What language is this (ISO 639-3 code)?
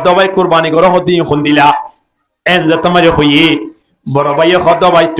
rhg